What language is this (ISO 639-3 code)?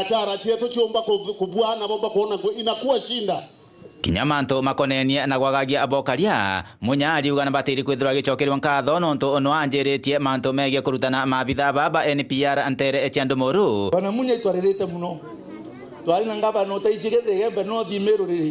mer